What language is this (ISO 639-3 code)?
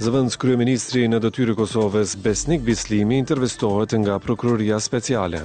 sqi